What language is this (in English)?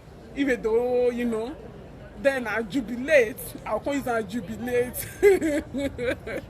Nigerian Pidgin